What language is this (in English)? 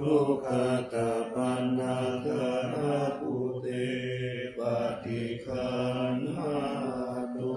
Pali